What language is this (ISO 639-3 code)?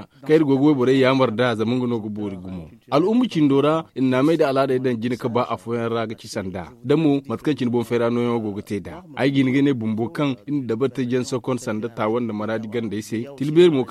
dje